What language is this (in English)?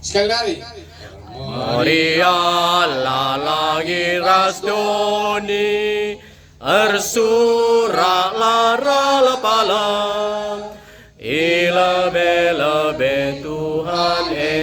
Batak Karo